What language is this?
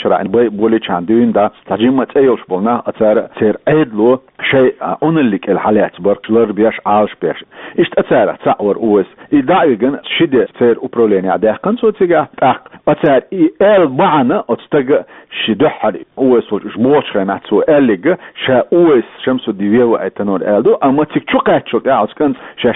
Chechen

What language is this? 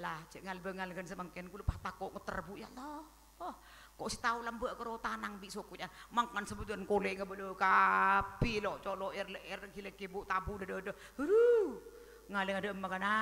Madurese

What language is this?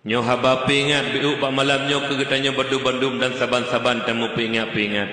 Achinese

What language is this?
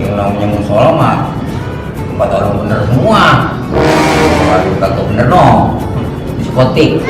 Betawi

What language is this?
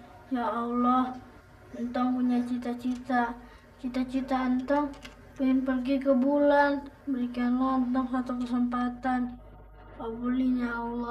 Betawi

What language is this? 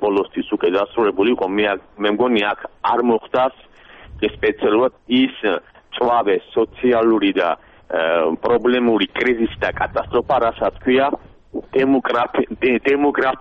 Georgian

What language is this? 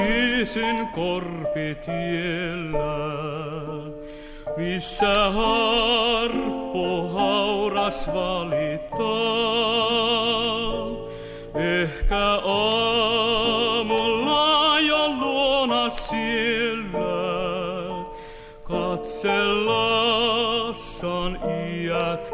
Finnish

